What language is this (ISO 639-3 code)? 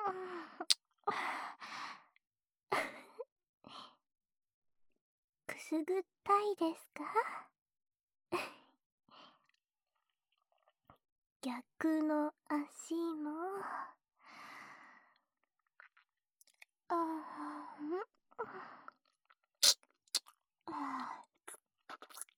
jpn